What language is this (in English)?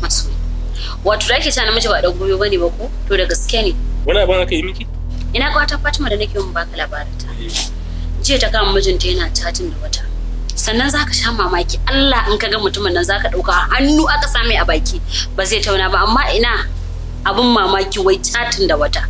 Hausa